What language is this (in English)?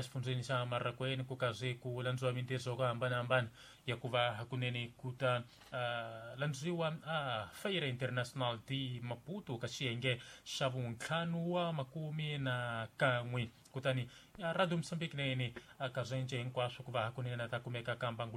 Tsonga